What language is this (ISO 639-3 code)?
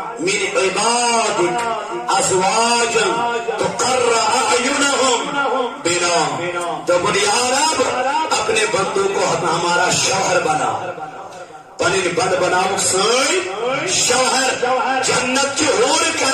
kas